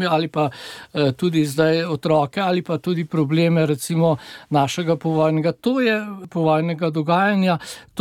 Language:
Slovenian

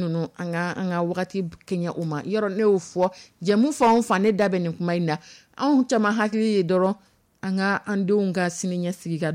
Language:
Dyula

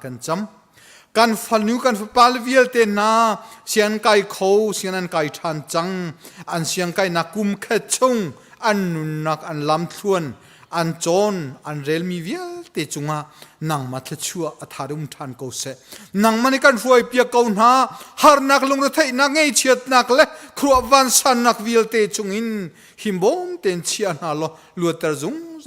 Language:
Hakha Chin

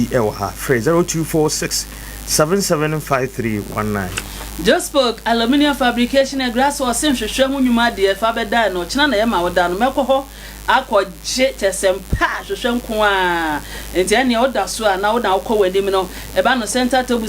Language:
Akan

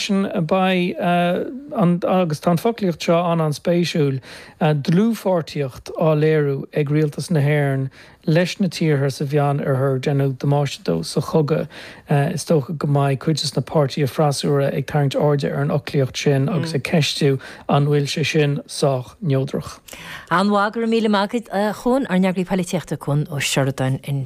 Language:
Irish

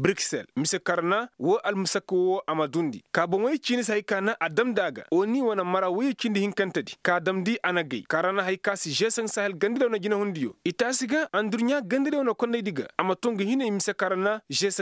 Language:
Koyraboro Senni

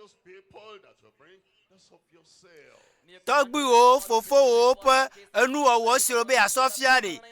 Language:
Ewe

